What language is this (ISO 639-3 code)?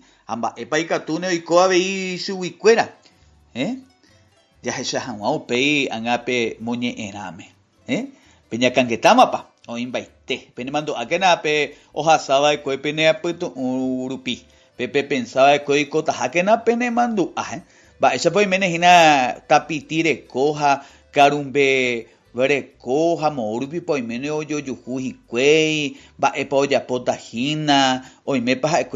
grn